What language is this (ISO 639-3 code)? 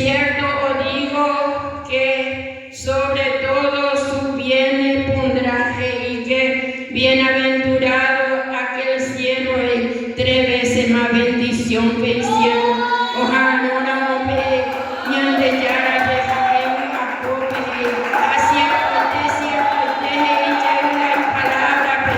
grn